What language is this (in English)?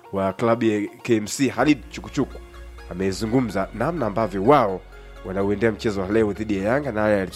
Swahili